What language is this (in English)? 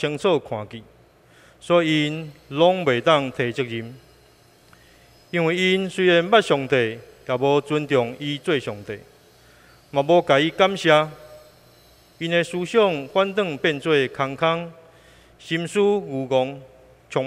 Min Nan Chinese